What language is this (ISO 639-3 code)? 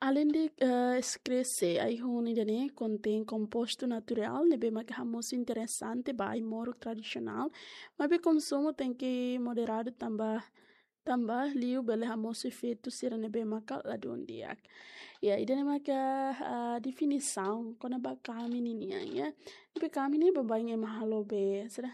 tet